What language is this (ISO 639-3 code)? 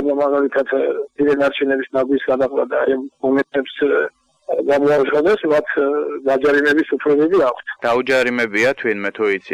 kat